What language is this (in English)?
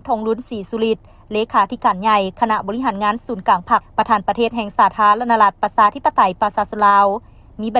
Lao